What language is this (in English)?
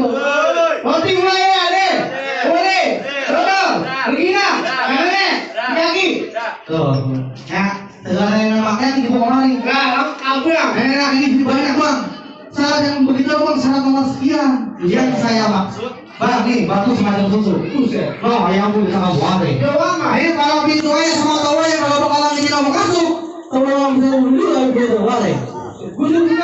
Betawi